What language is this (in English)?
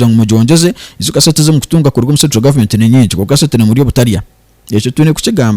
Nyankole